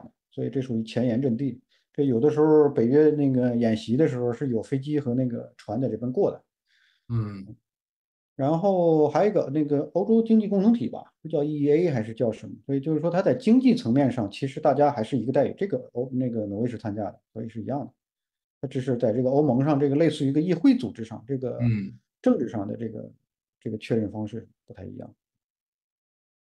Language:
Chinese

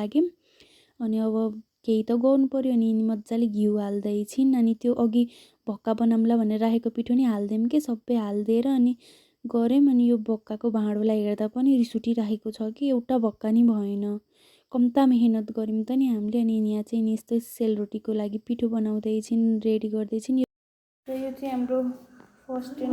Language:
Nepali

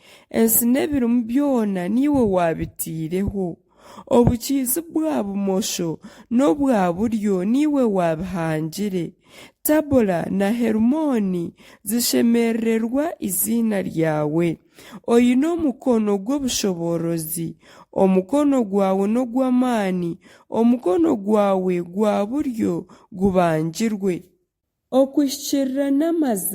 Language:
Nyankole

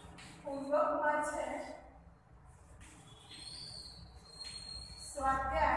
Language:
Gujarati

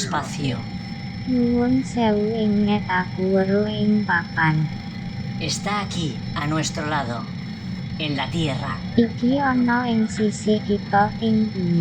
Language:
Javanese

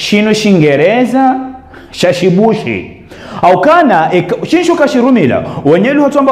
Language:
Ngazidja Comorian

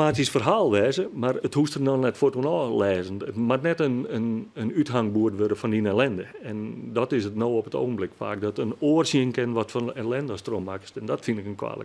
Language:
Western Frisian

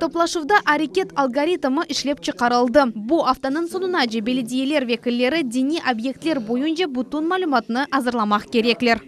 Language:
Crimean Tatar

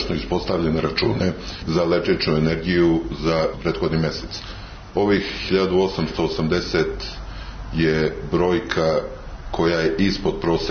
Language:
Serbian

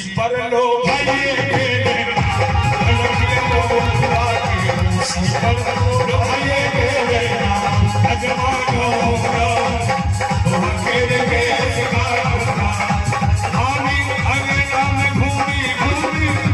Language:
Maithili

